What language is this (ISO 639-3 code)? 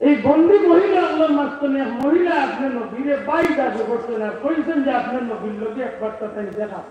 syl